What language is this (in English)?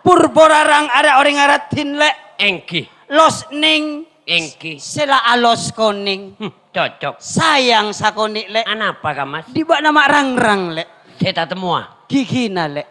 Madurese